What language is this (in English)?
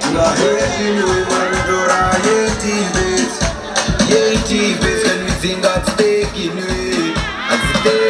Venda